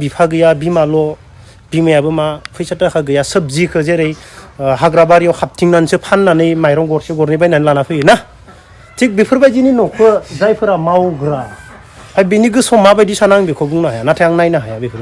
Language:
Bodo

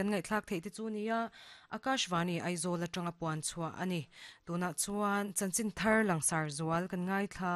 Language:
Mizo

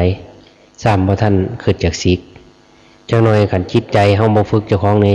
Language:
Lao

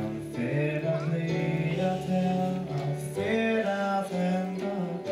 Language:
Faroese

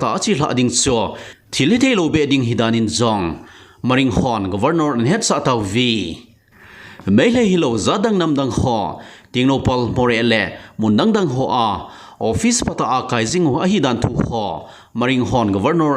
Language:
Thado Chin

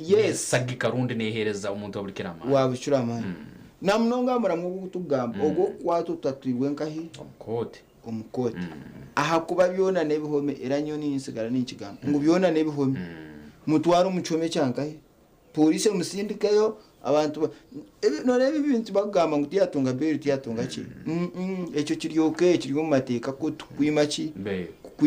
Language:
Nyankole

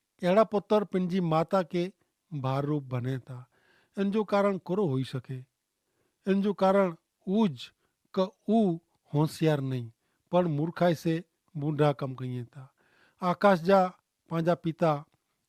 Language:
Kachhi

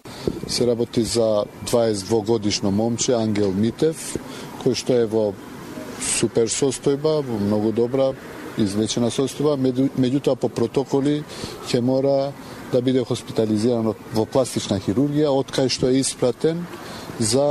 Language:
Macedonian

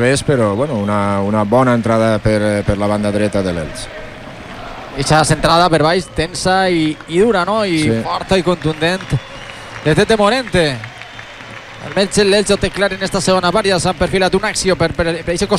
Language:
Catalan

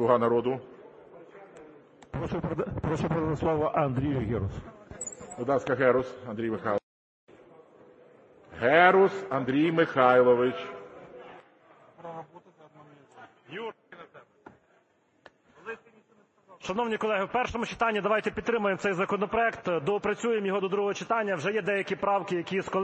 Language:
Ukrainian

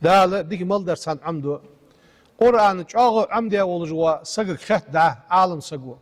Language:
Ingush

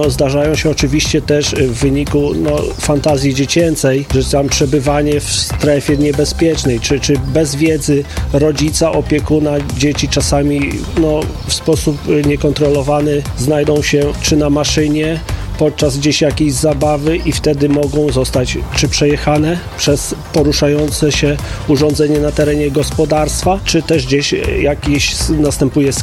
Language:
Polish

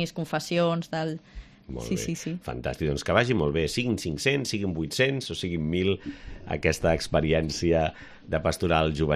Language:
Catalan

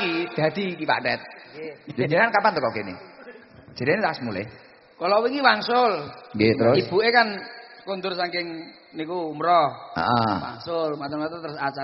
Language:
Javanese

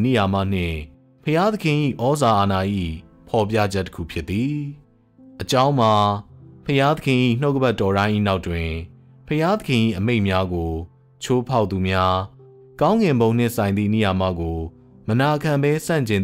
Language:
Burmese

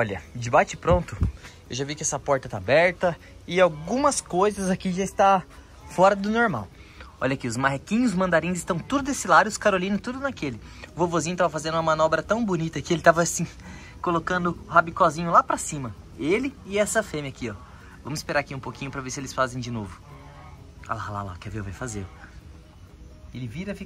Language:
Portuguese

